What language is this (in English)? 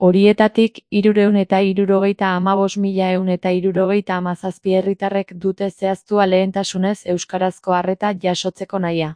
Basque